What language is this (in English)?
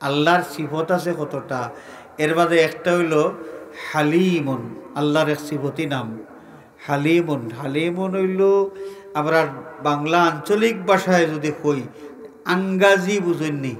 Sylheti